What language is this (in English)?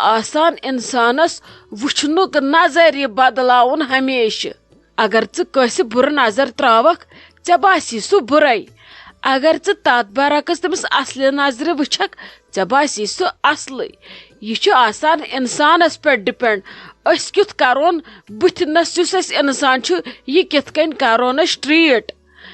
Kashmiri